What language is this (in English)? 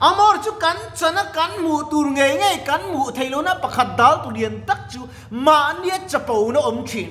Mizo